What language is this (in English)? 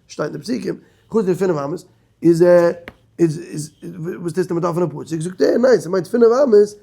Yiddish